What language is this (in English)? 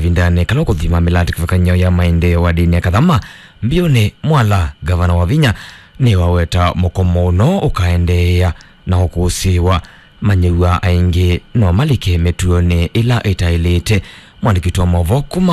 Kamba